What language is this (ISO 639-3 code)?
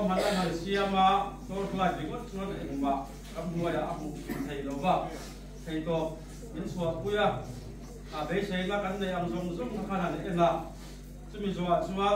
lus